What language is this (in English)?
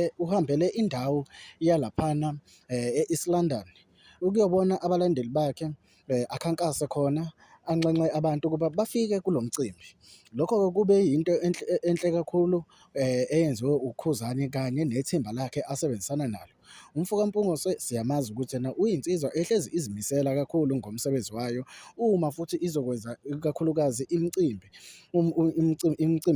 Zulu